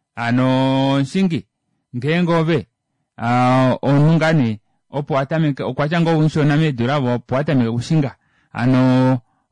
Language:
Kuanyama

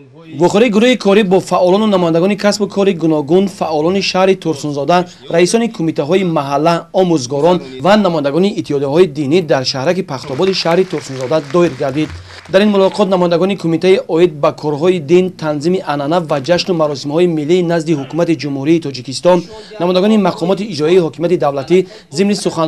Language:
Tajik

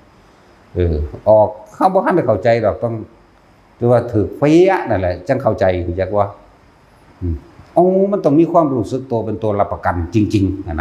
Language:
Northeastern Thai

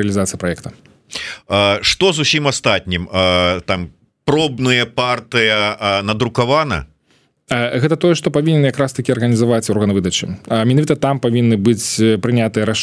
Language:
Belarusian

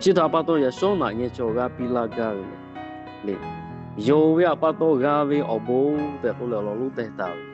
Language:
Lahu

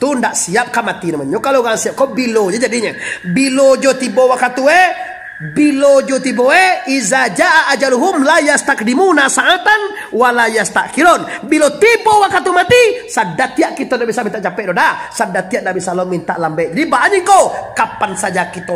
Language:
Minangkabau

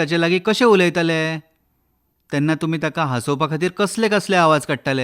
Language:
Konkani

